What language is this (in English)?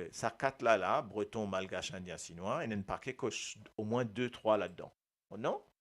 Morisyen